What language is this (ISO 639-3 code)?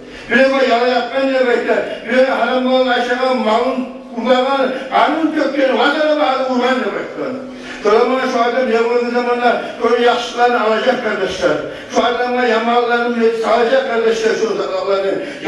kum